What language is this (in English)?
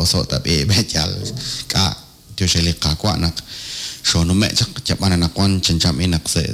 Kekchí